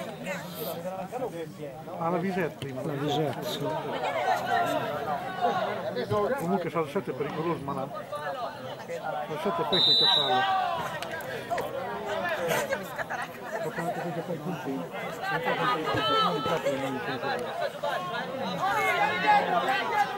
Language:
Italian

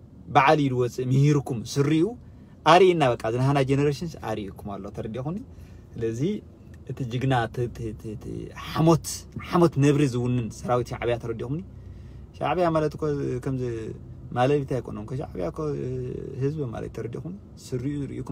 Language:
Tigrinya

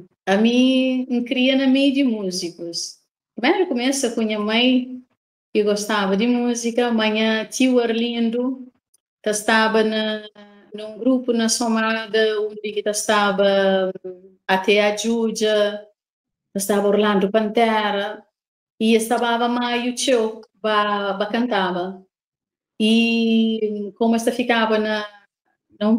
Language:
Kabuverdianu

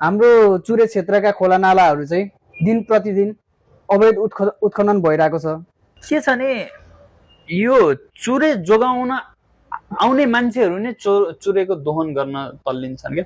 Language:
Nepali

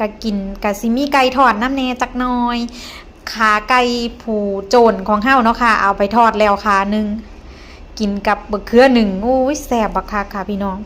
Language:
Northeastern Thai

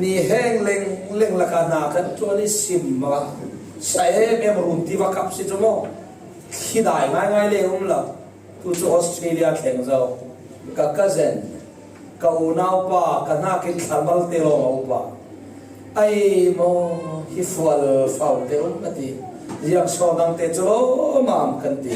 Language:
Falam Chin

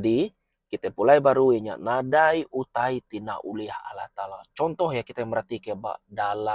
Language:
Iban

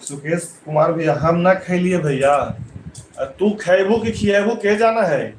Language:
Magahi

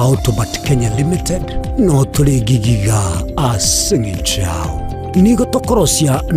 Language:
Gusii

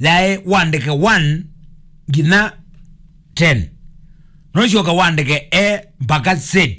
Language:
Kamba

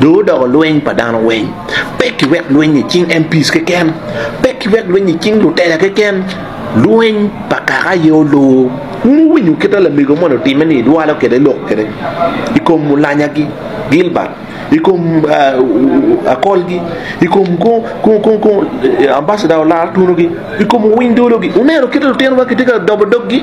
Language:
Acoli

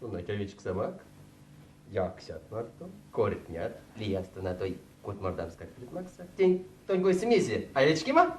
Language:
Erzya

